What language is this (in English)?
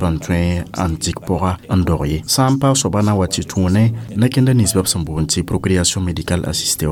Mossi